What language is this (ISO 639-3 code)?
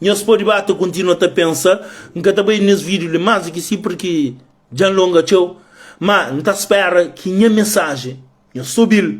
kea